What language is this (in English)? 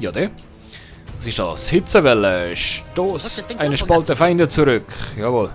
Swiss German